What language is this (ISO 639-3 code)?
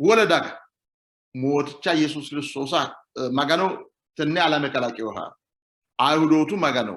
sid